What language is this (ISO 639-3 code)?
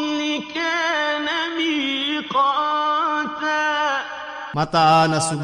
mrw